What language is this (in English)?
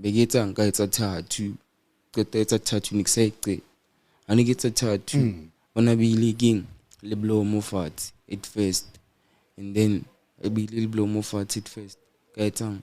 Southern Sotho